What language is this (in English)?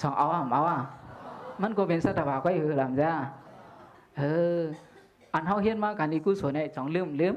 Shan